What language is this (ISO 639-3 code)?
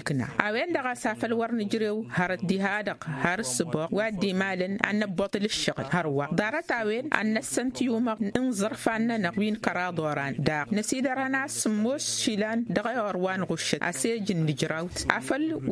taq